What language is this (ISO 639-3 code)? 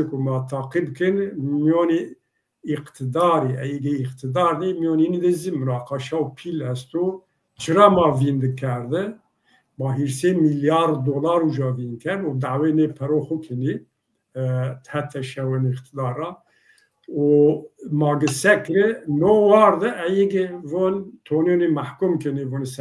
zza